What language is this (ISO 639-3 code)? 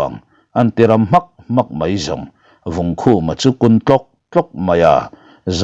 lus